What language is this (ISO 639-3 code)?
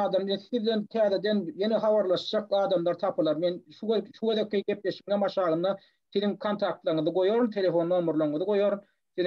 tuk